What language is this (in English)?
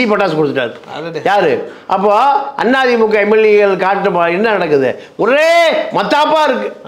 Tamil